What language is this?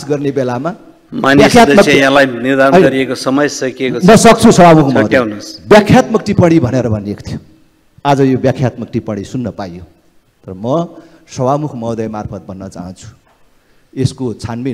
Nepali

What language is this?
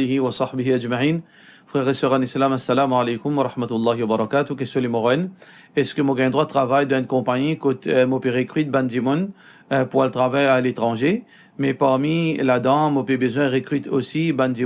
Morisyen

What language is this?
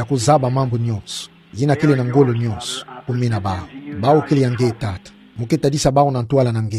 Kituba (Democratic Republic of Congo)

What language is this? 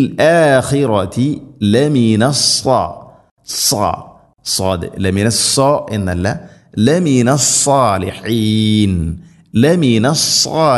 Malayalam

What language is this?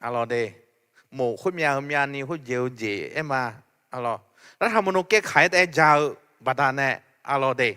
Akha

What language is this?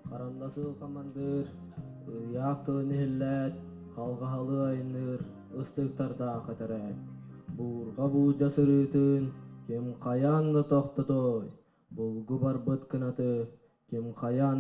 Yakut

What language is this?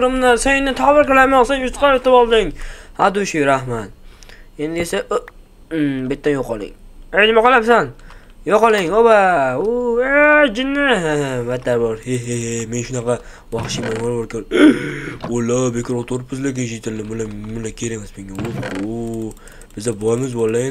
Uzbek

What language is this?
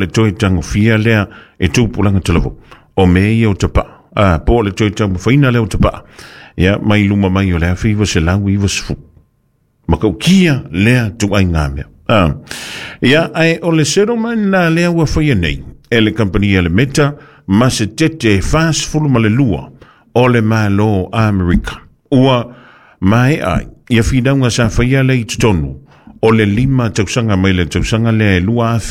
Samoan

